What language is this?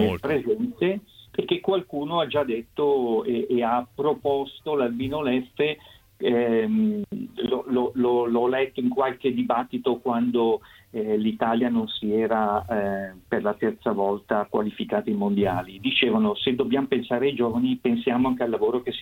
Italian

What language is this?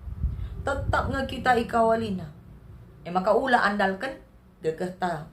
Batak Karo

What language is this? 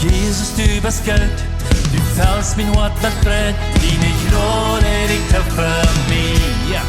Plautdietsch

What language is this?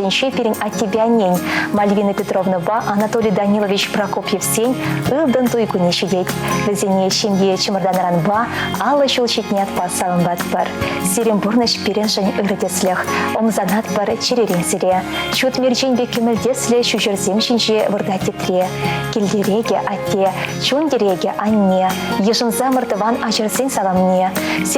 Chuvash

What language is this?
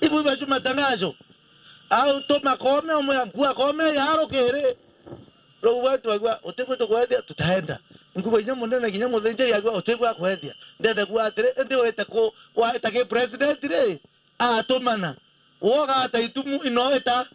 Meru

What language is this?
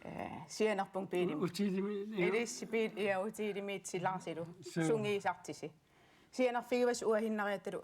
Kalaallisut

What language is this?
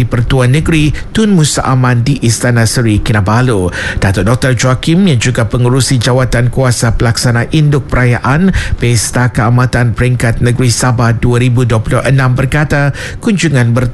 Malay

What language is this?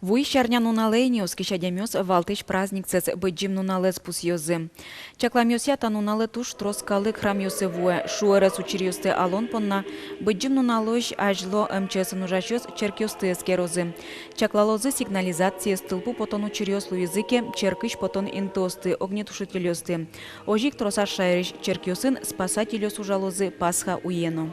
Udmurt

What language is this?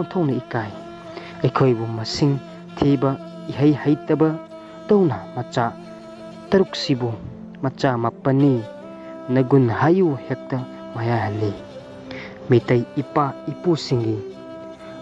Manipuri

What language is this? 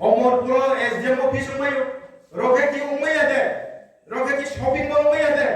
Riang (India)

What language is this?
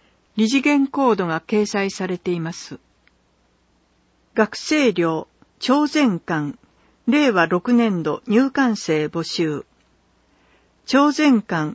Japanese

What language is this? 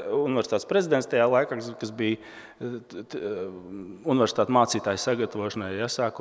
Latvian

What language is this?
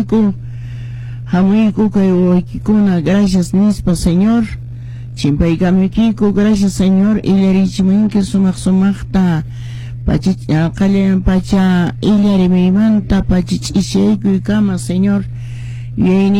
Quechua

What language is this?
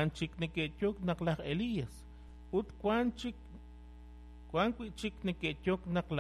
Kekchí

